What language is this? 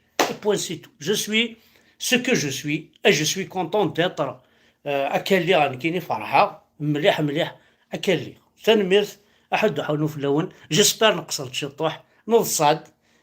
Kabyle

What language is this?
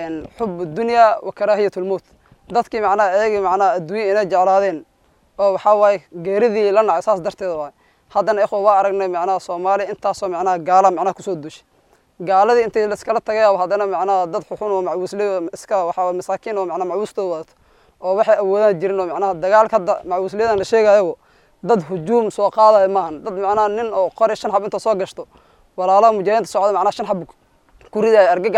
Somali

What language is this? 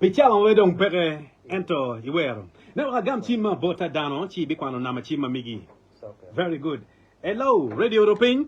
Acoli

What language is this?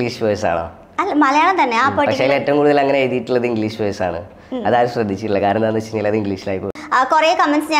Malayalam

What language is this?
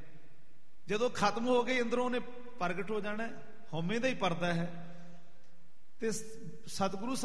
Punjabi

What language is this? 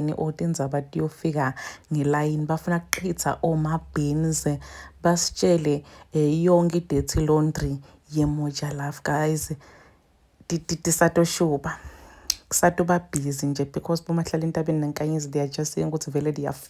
Zulu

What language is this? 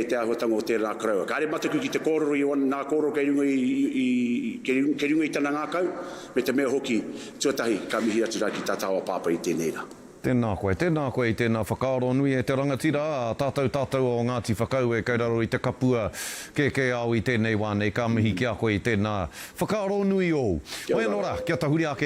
Māori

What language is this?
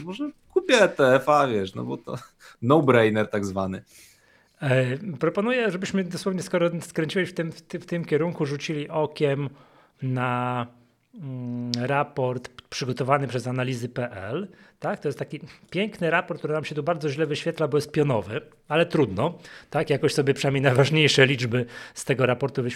Polish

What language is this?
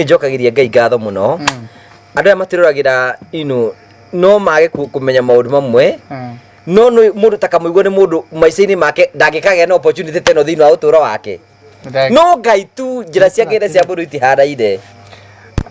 Kikuyu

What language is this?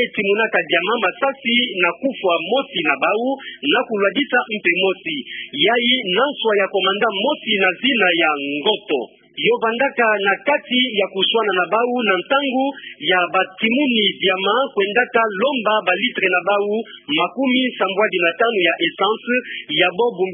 Kituba (Democratic Republic of Congo)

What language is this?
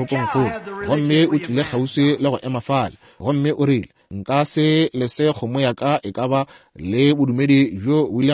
Northern Sotho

